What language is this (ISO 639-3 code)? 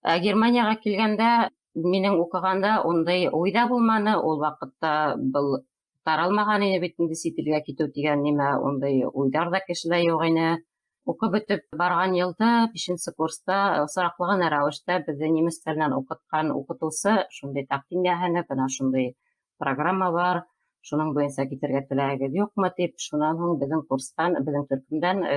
bak